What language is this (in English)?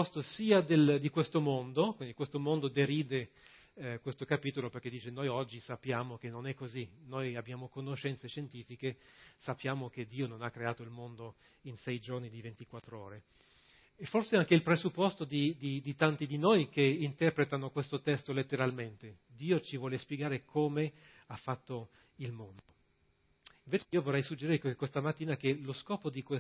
Italian